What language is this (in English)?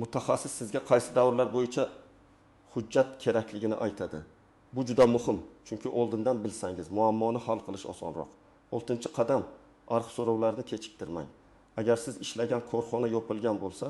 Uzbek